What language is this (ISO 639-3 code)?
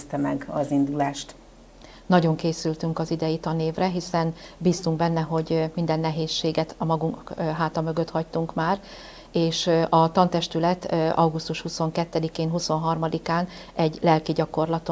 hun